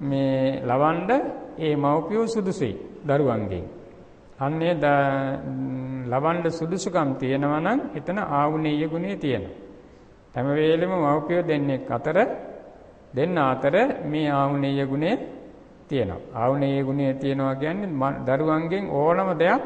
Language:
Sinhala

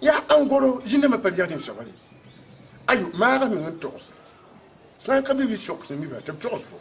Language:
Mossi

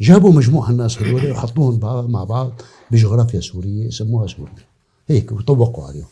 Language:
North Levantine Arabic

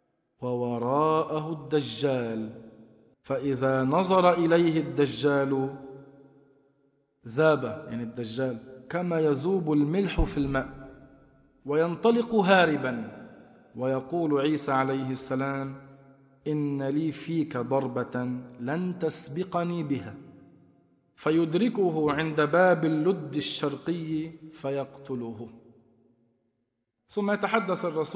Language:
Arabic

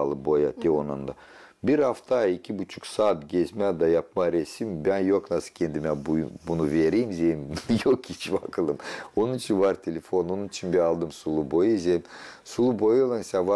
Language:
Gagauz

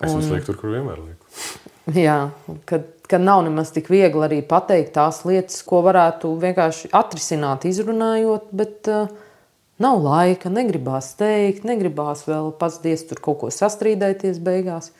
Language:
Latvian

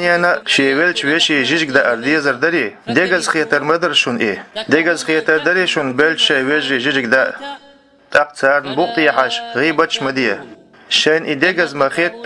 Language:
Chechen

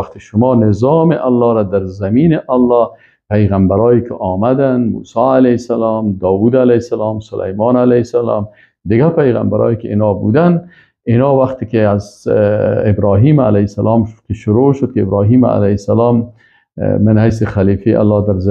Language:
Persian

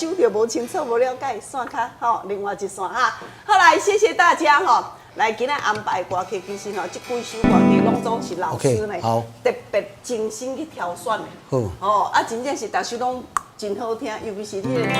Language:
Min Nan Chinese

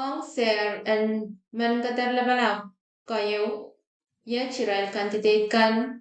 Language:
Pohnpeian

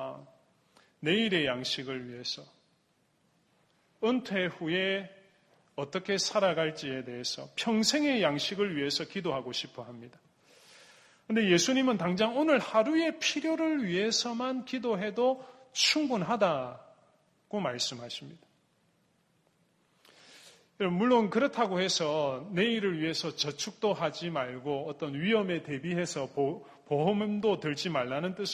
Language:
Korean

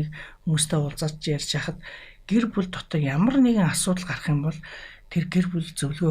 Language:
Mongolian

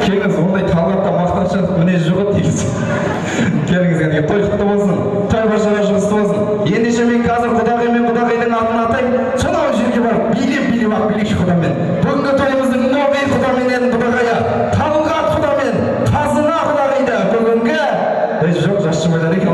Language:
Kazakh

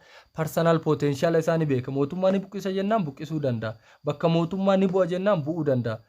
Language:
Oromo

